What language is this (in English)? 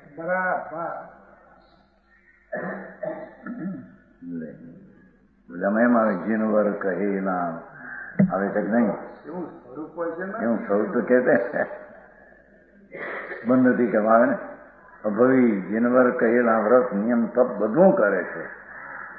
Gujarati